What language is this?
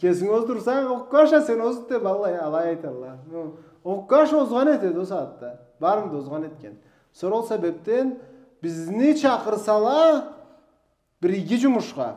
Karachay-Balkar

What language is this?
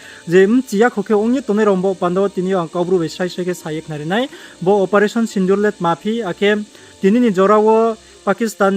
Riang (India)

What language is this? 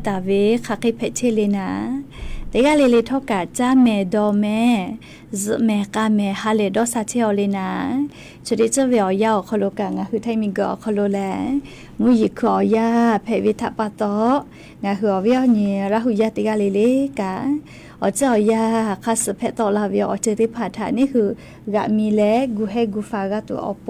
Lahu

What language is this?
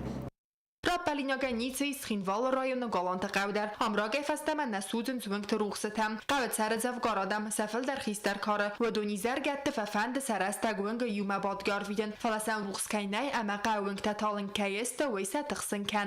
Ossetic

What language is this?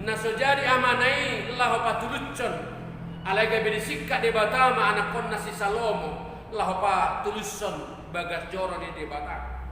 Batak Toba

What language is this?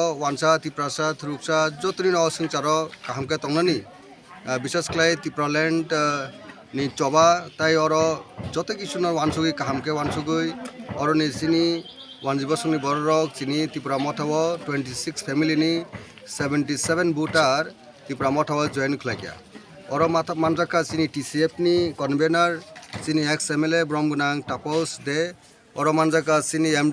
Kok Borok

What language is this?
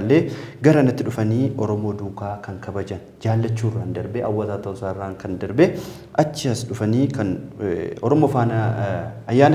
Oromo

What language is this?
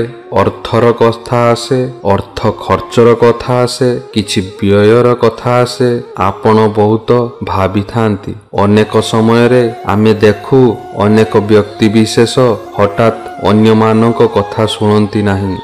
Odia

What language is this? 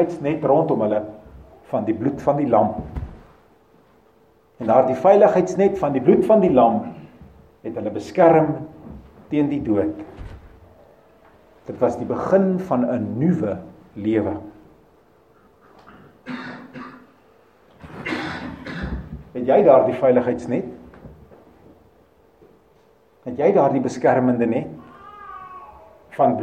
Afrikaans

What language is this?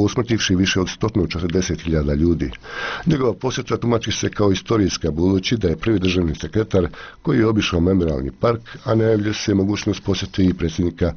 Bosnian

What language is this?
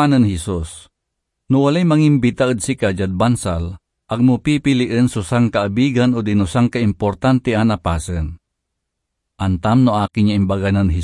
Pangasinan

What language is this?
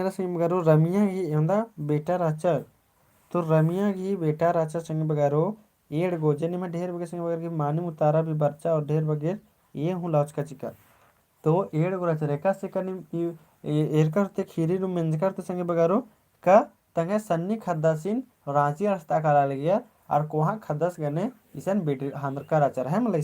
Kurukh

